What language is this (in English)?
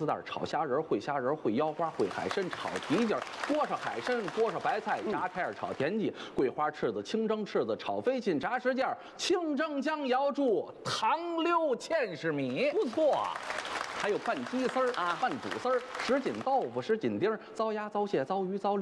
Chinese